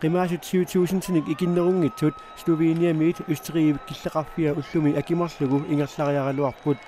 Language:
Kalaallisut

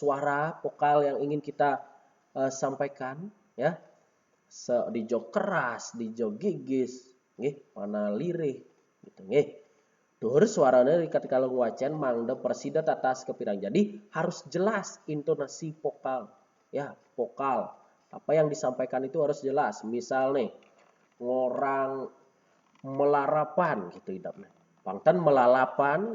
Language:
Balinese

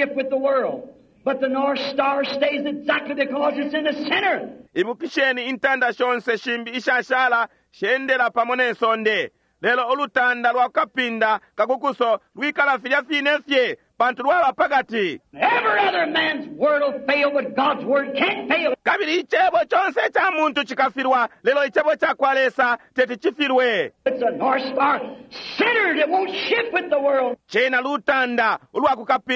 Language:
Bemba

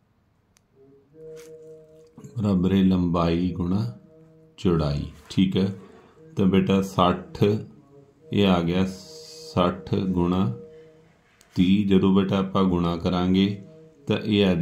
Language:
Punjabi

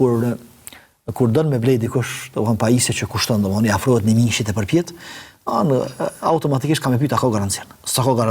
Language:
Albanian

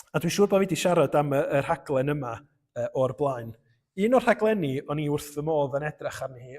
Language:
Welsh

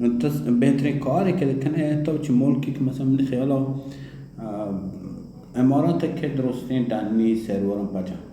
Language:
Baluchi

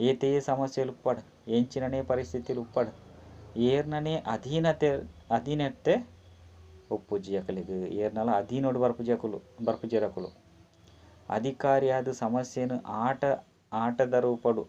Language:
Tulu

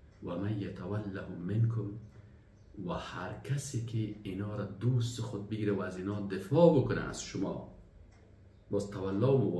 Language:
Persian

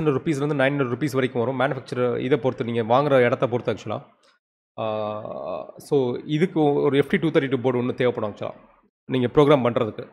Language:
Tamil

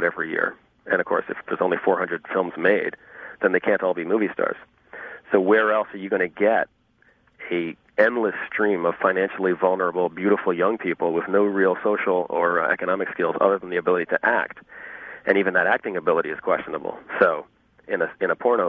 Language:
English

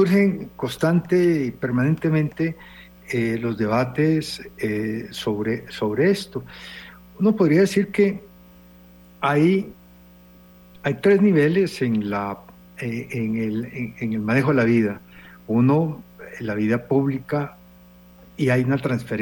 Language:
Spanish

